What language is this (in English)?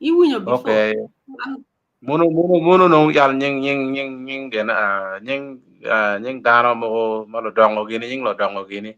Acoli